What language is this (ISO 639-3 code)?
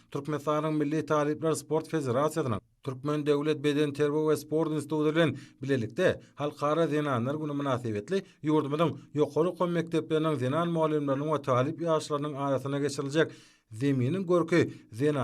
tuk